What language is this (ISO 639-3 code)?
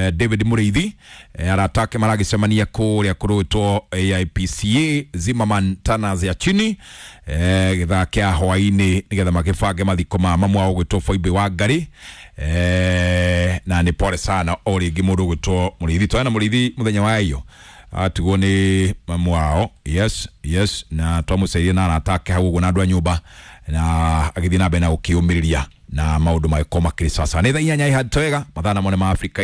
kik